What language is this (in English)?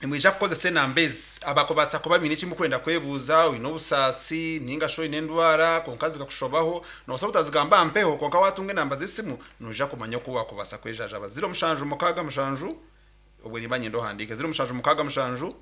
Nyankole